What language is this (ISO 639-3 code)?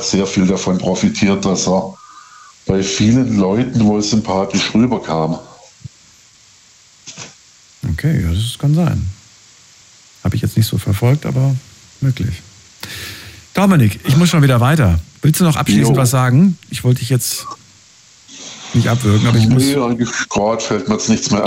deu